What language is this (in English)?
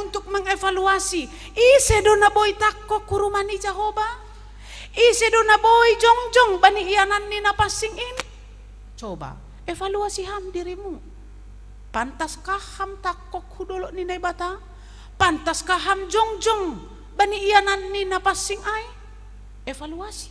Batak Simalungun